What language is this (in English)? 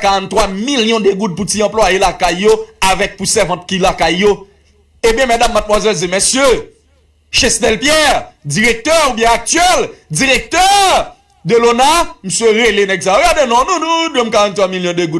Haitian Creole